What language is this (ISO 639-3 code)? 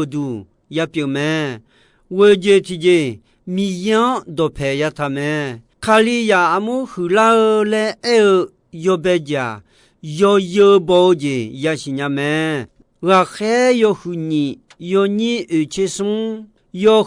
ahk